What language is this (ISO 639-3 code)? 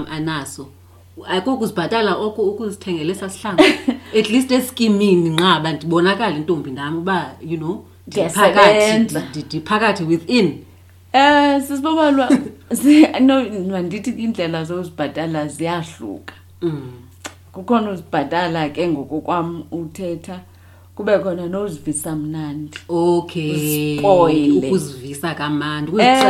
xho